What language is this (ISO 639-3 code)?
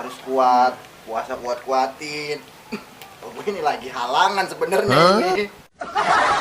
bew